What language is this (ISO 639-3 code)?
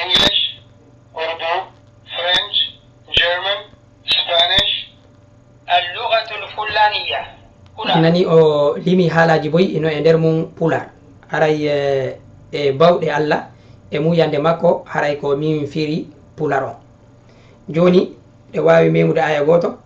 ful